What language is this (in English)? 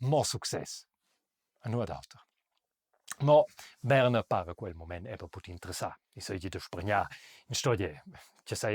Romansh